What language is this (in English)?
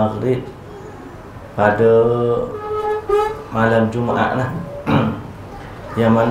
Malay